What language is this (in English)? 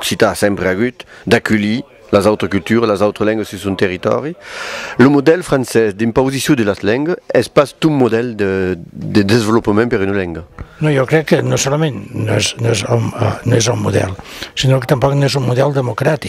Occitan